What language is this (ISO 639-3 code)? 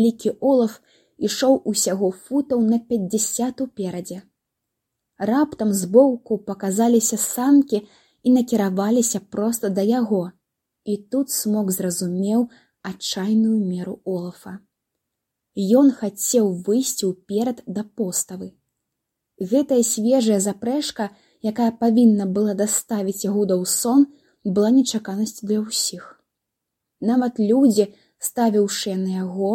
bel